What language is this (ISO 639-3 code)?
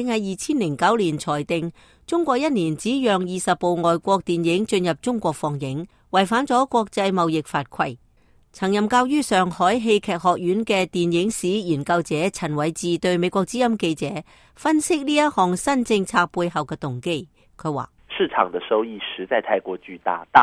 yue